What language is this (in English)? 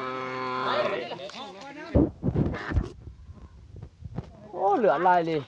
Lao